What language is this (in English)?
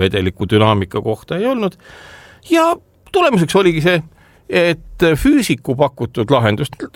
Estonian